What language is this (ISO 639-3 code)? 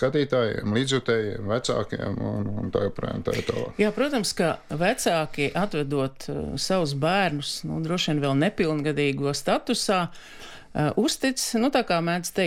lav